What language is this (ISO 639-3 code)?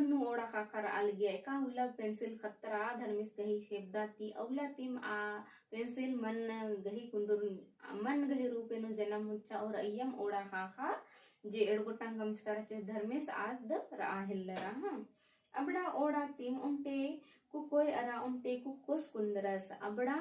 kru